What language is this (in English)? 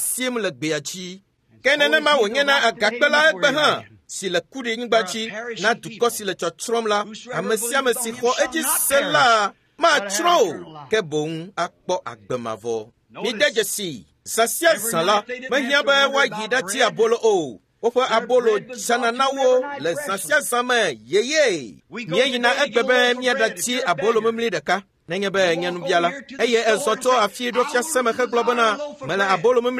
Ewe